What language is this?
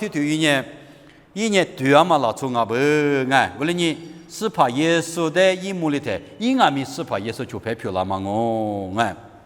Lisu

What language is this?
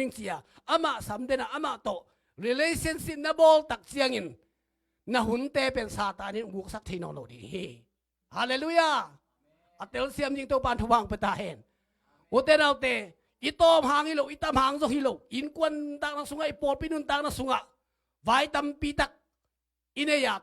Tedim Chin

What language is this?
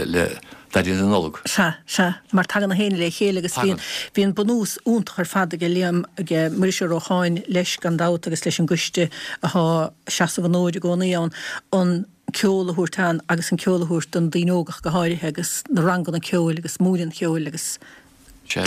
Irish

